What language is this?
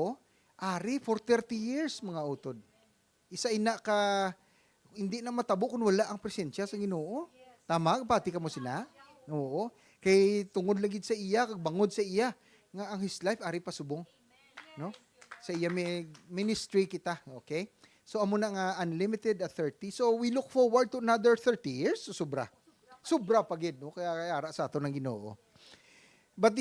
Hiligaynon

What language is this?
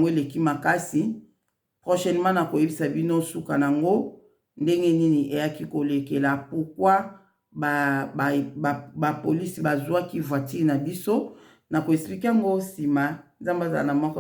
Lingala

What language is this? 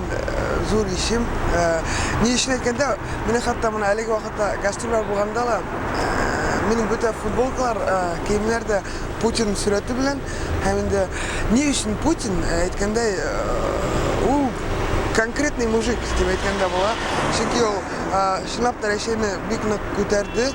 Tatar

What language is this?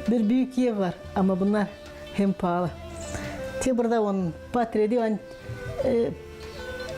Gagauz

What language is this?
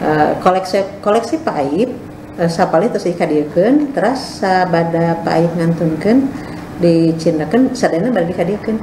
Sundanese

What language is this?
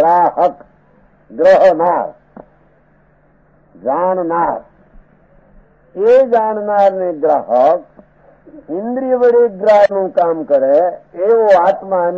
Gujarati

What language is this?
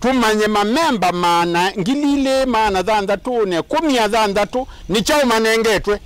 Kamba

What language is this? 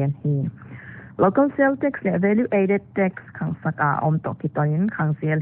Paite Chin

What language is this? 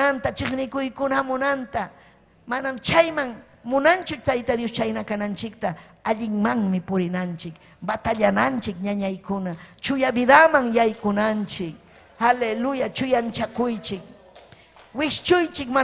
Ayacucho Quechua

